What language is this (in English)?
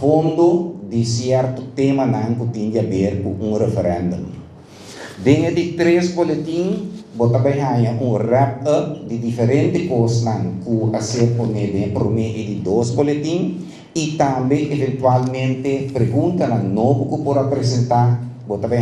Papiamento